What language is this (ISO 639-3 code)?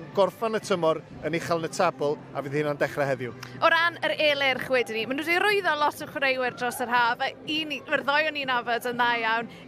cym